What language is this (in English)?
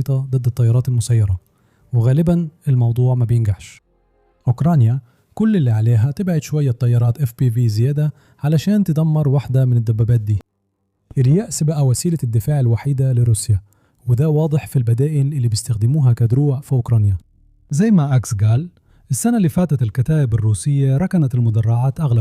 Egyptian Arabic